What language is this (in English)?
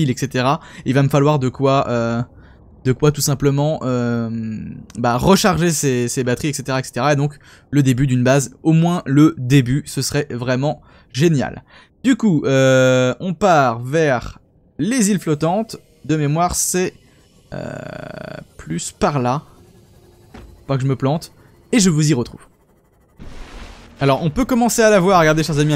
French